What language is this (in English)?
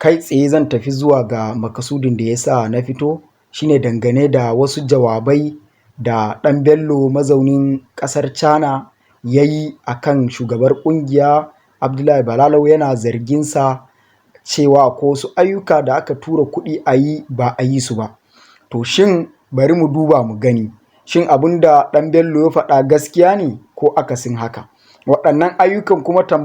Hausa